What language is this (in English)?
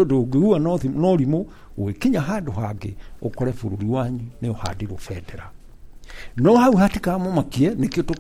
Kikuyu